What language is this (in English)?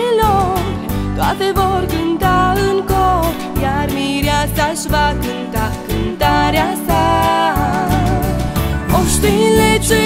Romanian